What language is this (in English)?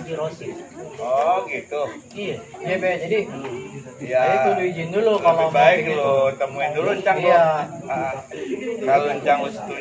Betawi